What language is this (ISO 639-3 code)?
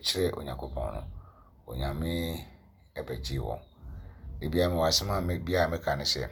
aka